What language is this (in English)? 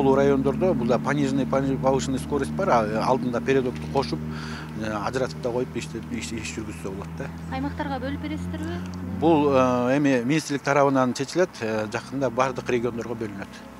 Kyrgyz